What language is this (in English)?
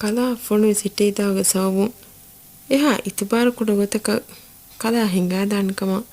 Divehi